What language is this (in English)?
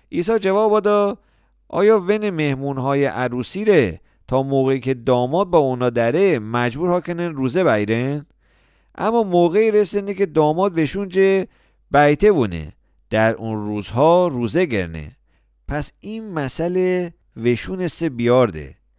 Mazanderani